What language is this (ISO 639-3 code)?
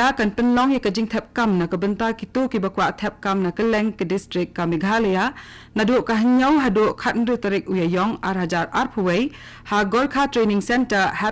kha